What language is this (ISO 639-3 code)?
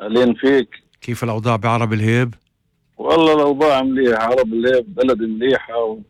apc